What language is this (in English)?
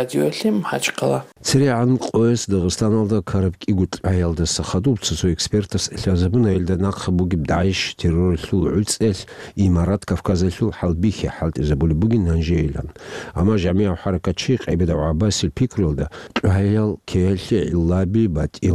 Avaric